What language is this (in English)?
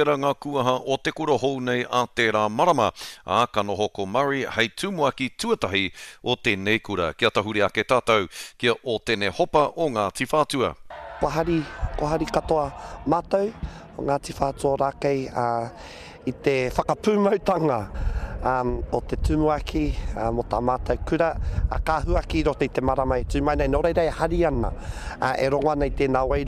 Māori